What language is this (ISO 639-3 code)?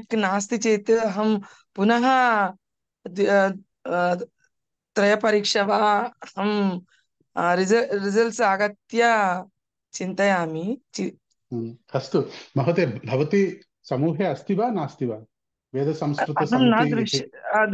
san